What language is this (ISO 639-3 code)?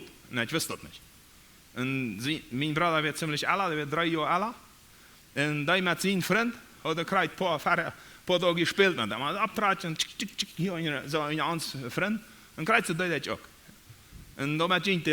pdt